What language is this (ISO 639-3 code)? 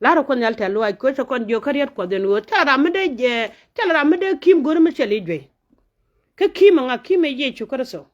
nus